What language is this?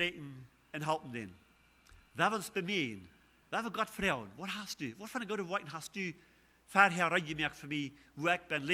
Plautdietsch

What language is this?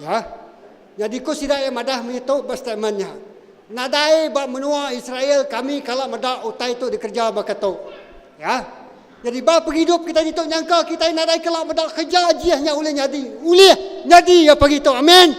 Iban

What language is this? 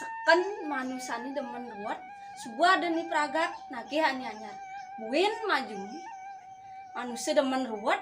Balinese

